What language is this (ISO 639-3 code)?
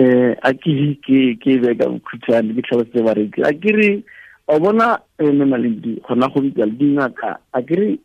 tsn